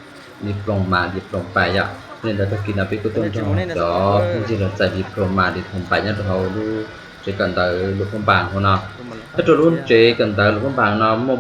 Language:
Hmong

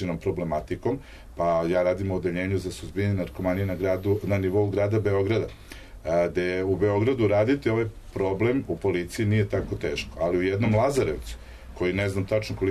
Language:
Serbian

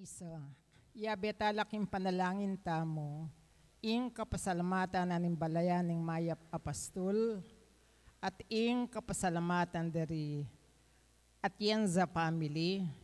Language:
Pampanga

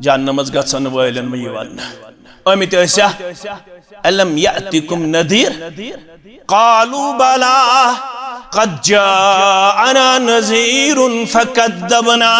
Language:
Kashmiri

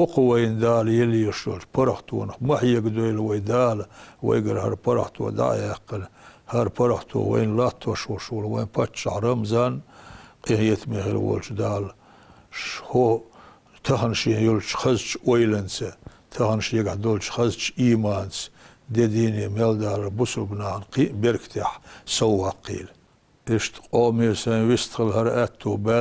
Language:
Chechen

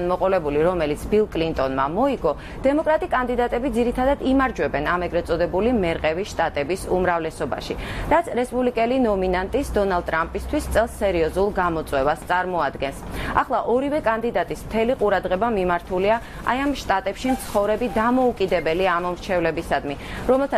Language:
Georgian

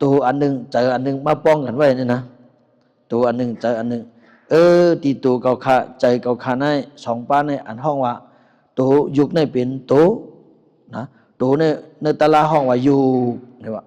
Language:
Shan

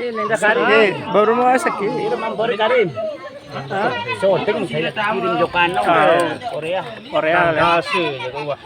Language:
Sasak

